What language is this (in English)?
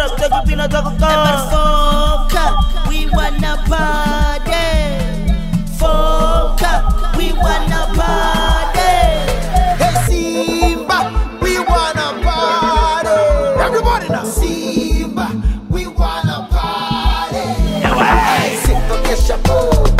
Swahili